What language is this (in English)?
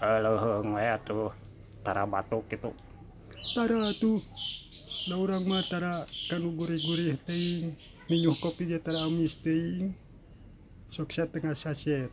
Sundanese